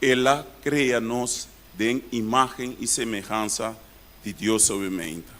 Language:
Papiamento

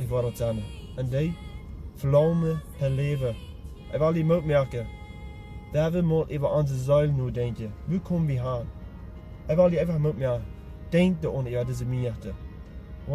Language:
Plautdietsch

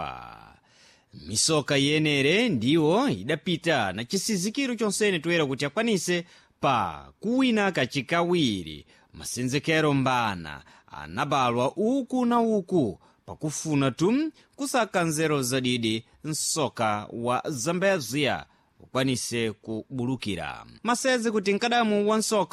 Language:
Sena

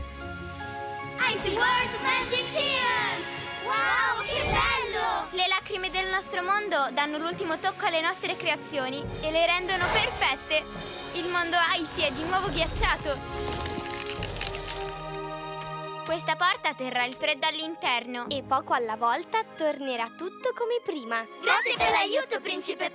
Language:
Italian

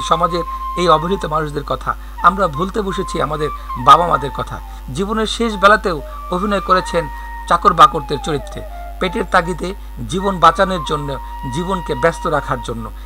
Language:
Bangla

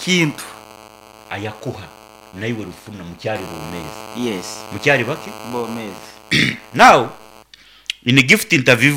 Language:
Nyankole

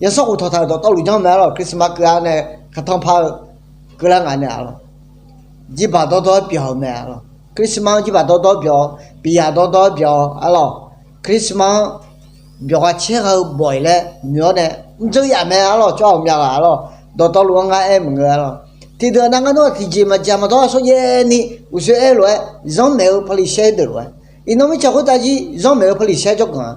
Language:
Akha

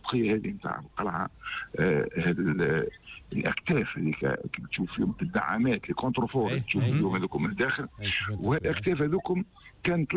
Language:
Tunisian Arabic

